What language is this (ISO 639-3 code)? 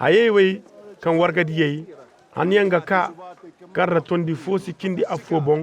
dje